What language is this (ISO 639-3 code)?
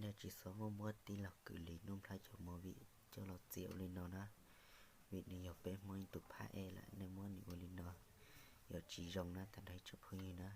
hmn